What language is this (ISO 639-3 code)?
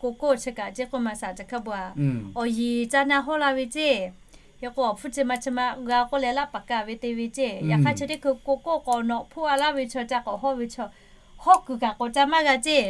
lhu